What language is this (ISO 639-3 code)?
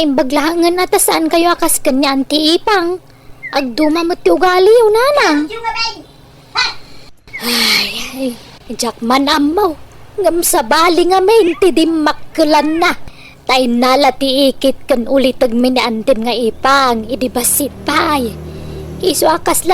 ilo